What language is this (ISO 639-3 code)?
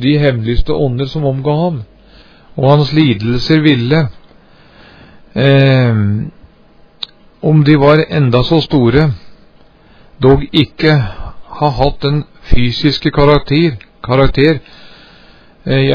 nor